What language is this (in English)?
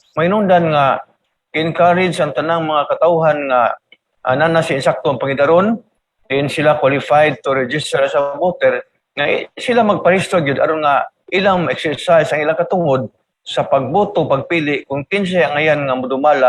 Cebuano